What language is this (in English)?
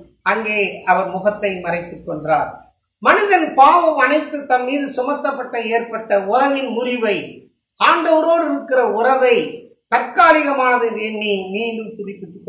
Tamil